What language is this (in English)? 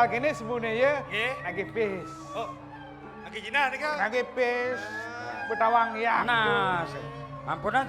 Balinese